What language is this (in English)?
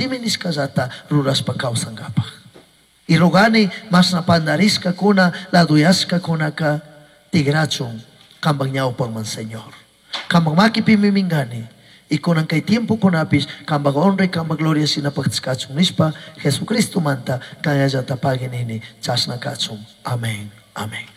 Chimborazo Highland Quichua